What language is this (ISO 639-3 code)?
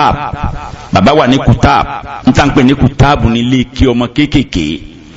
yor